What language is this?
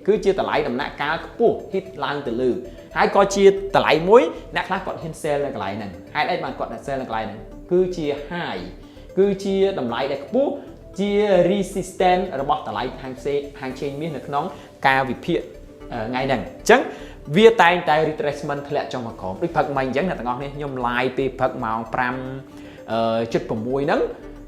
Khmer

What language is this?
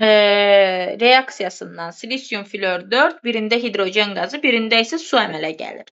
Azerbaijani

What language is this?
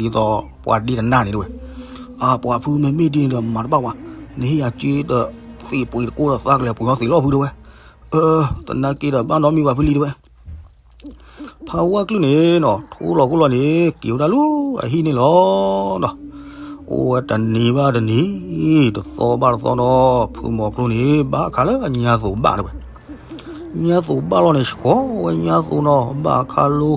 S'gaw Karen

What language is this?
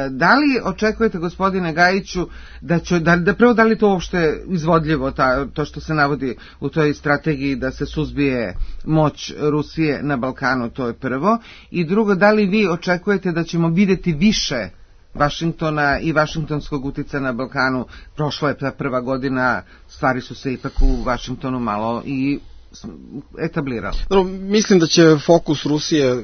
Serbian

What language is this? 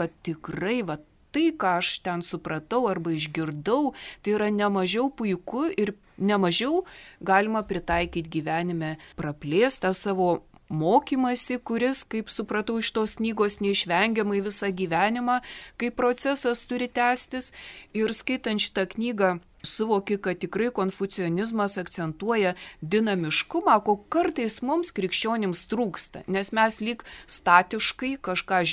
Lithuanian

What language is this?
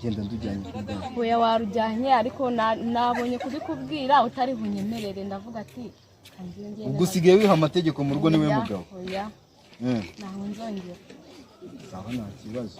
Kinyarwanda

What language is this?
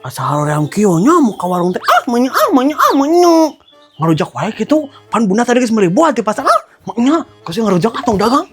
Sundanese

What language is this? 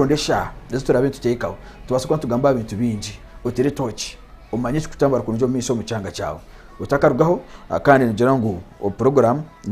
Nyankole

